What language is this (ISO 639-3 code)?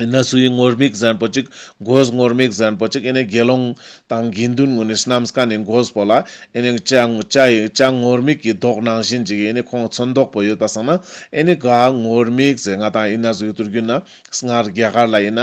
lbj